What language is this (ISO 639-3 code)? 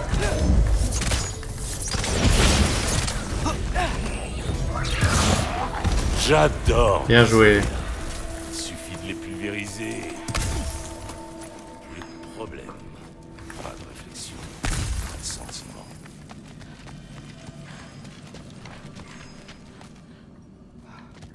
fra